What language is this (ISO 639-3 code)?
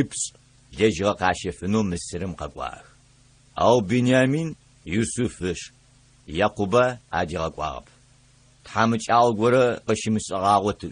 ady